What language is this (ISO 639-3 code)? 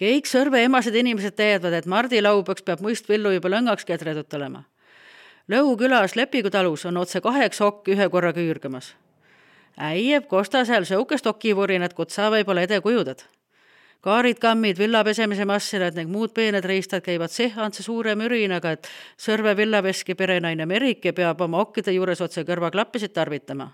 est